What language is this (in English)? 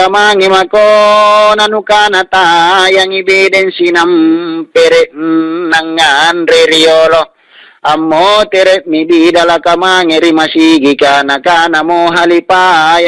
Makasar